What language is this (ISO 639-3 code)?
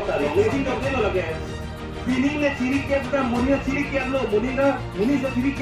mjw